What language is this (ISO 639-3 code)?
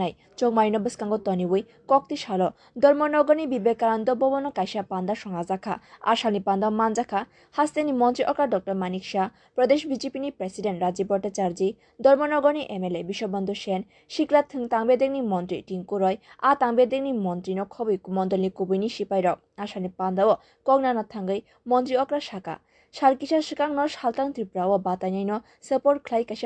trp